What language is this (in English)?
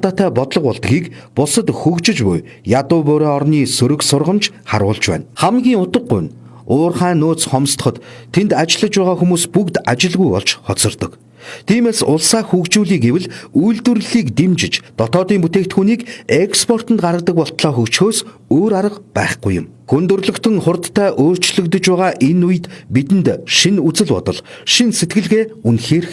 Mongolian